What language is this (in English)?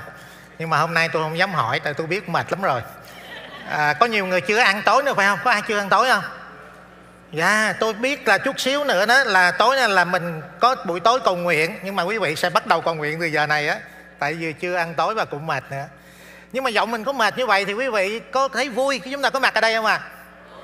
Vietnamese